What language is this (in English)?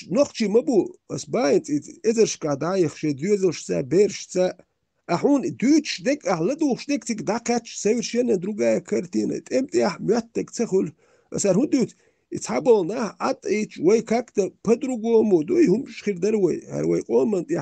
Chechen